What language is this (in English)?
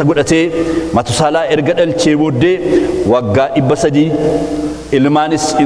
Oromo